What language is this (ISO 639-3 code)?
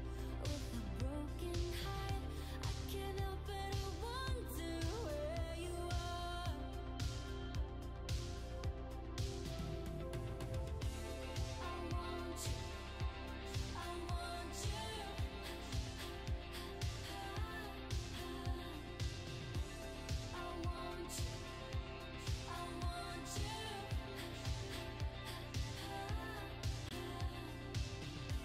eng